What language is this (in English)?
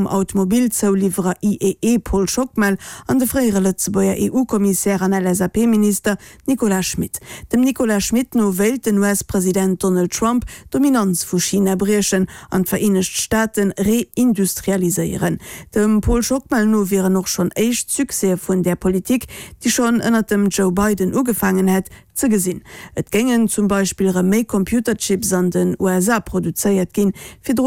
Luxembourgish